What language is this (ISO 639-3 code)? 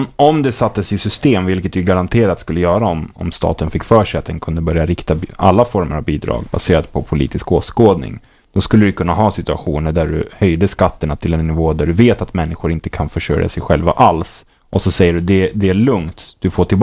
swe